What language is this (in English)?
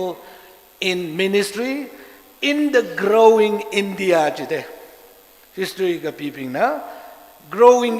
Tangkhul Naga (India)